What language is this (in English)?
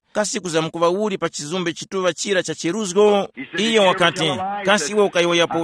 Tumbuka